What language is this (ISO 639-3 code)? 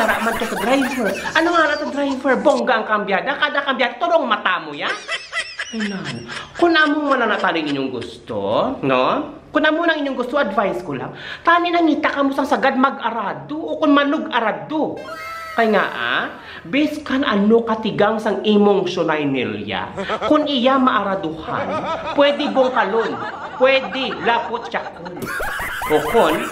hil